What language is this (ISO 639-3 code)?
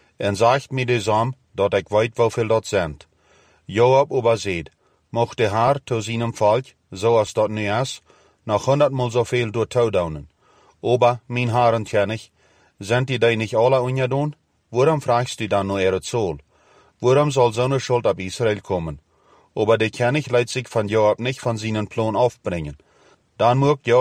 pdt